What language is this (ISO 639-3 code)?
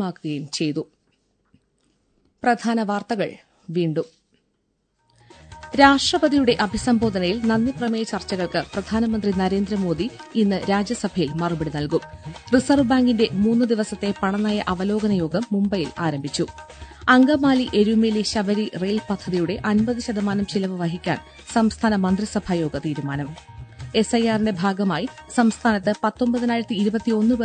mal